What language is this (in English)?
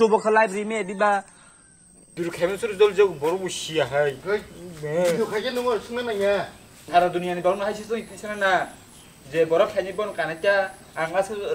Kok Borok